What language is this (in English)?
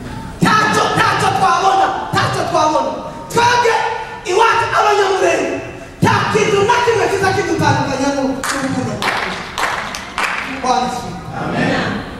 Kinyarwanda